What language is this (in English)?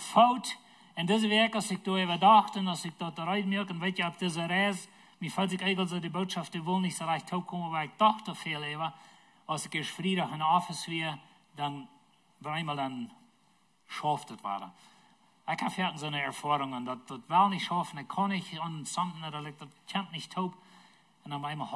Plautdietsch